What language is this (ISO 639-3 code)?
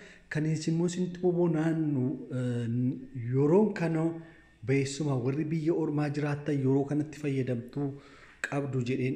orm